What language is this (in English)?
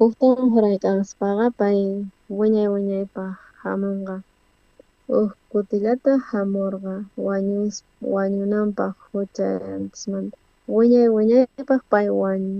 South Bolivian Quechua